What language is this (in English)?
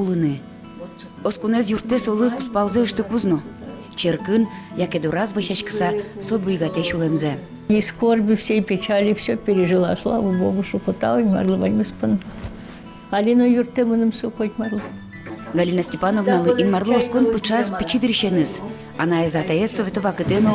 Udmurt